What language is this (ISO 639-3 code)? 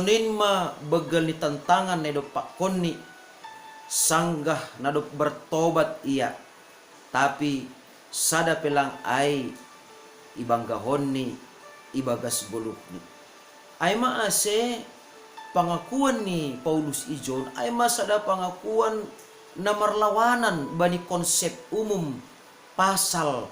bts